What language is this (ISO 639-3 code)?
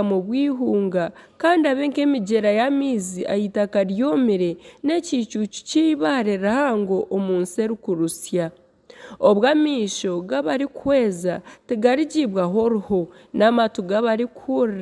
nyn